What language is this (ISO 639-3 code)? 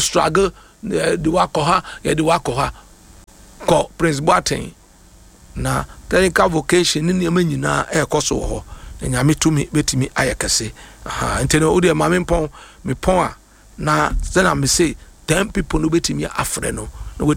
aka